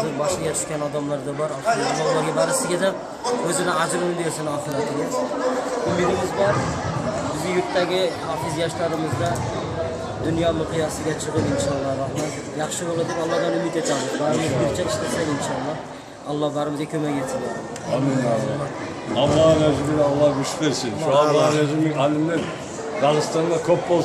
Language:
Kumyk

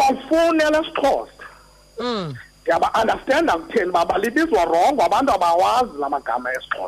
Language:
Xhosa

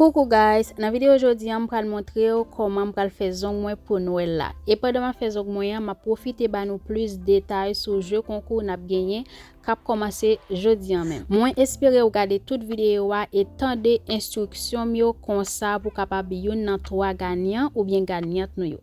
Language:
Haitian Creole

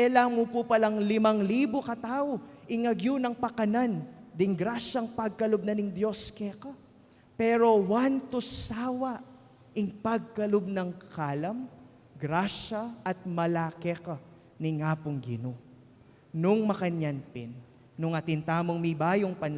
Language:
Pampanga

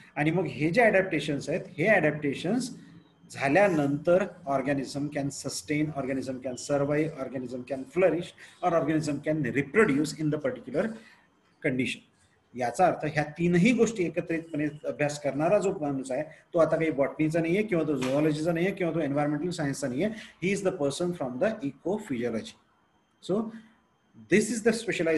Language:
Marathi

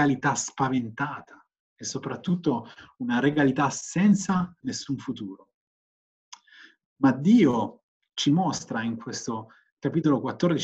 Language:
Italian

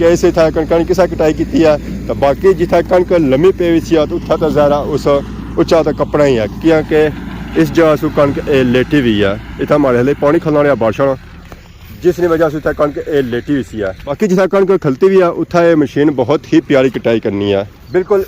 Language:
Pahari-Potwari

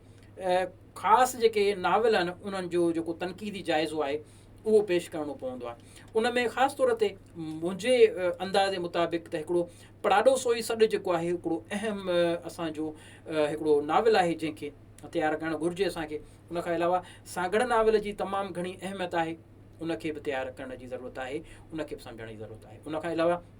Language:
Sindhi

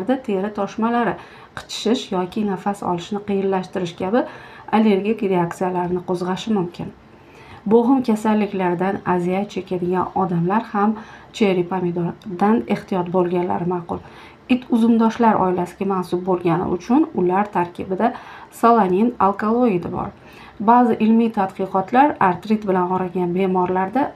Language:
Uzbek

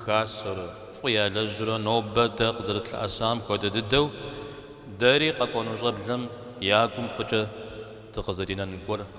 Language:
Kabardian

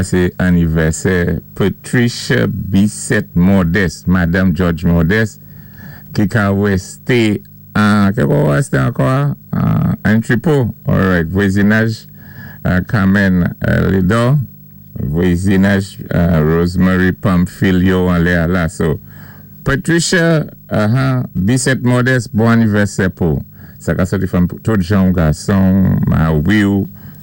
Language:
Saint Lucian Creole French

